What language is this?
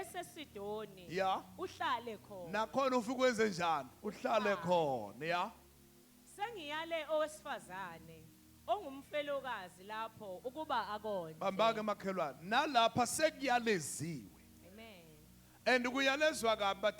Zulu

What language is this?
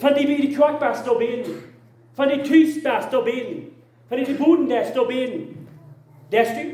Plautdietsch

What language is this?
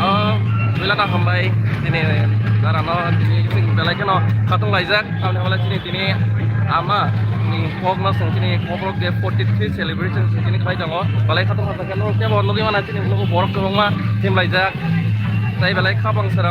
Kok Borok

